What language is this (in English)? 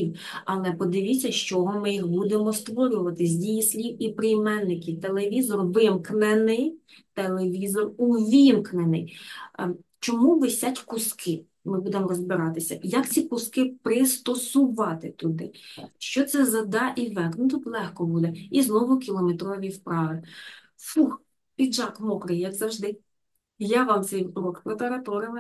Ukrainian